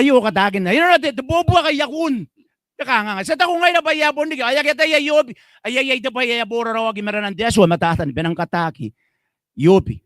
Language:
Gilbertese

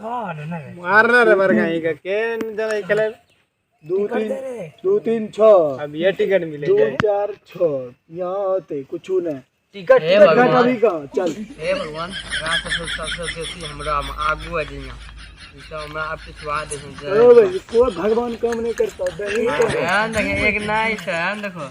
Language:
Maithili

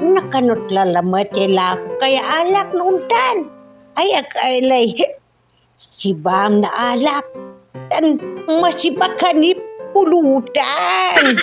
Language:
Pangasinan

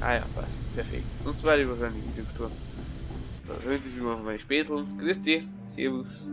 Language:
Bavarian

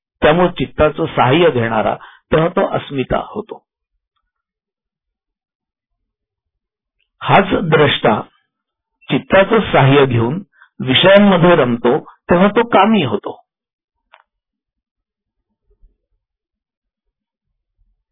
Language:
Marathi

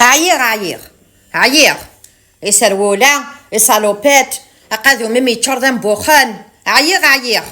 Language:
Kabyle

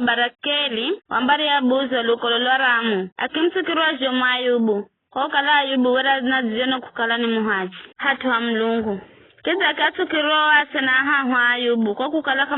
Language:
Giryama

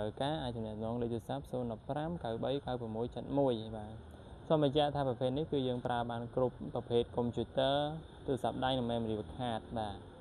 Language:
Khmer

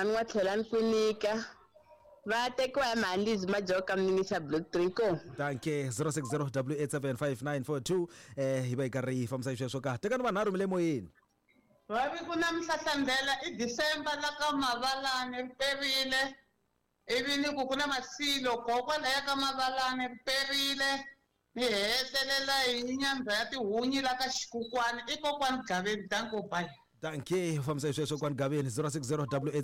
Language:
Tsonga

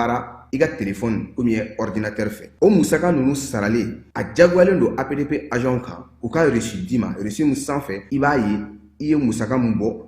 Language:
Bambara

